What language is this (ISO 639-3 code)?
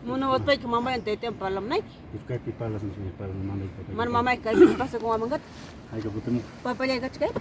quy